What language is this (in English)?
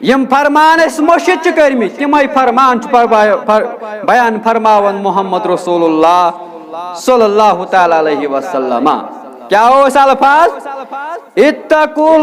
Kashmiri